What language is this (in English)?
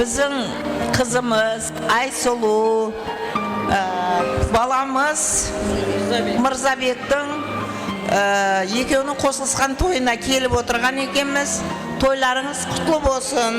Kara-Kalpak